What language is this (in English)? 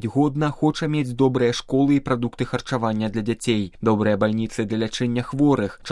Belarusian